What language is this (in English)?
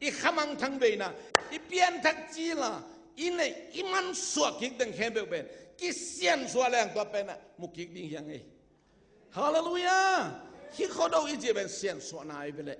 Tedim Chin